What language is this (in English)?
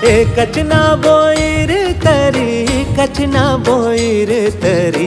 Chhattisgarhi